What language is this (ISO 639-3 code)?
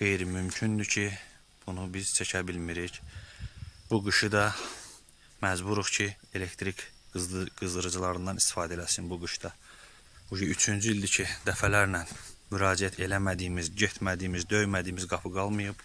aze